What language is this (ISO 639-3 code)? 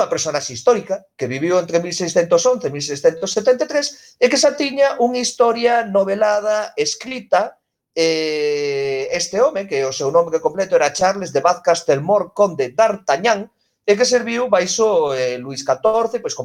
glg